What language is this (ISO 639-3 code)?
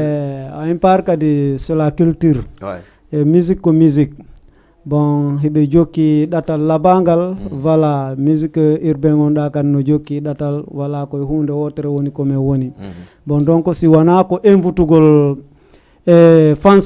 ful